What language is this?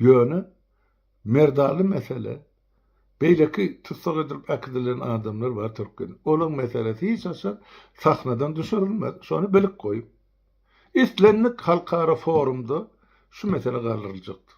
Turkmen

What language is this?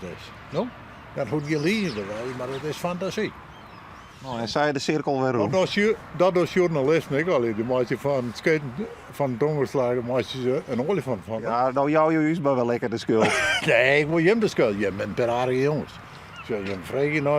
Western Frisian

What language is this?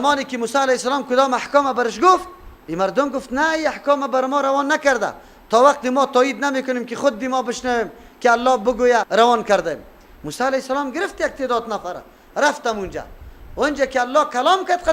Persian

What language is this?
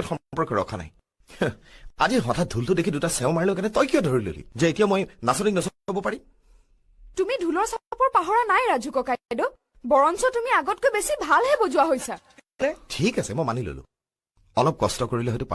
Assamese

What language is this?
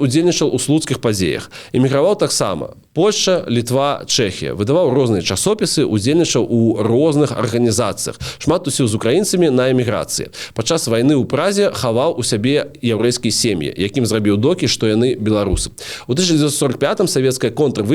Belarusian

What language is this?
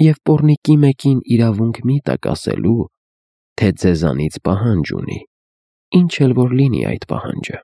Armenian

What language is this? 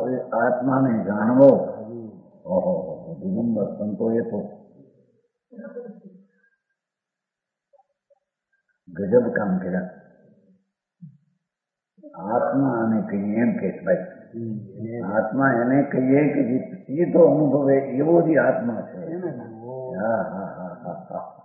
Gujarati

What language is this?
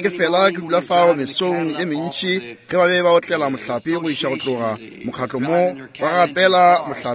Northern Sotho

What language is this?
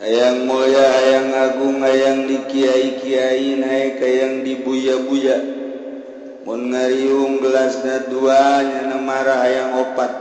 Sundanese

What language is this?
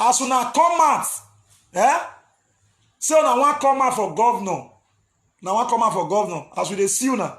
Nigerian Pidgin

